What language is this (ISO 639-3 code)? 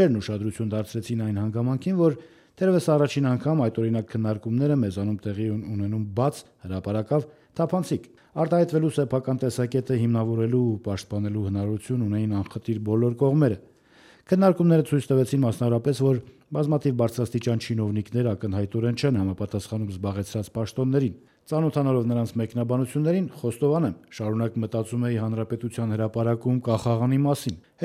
hye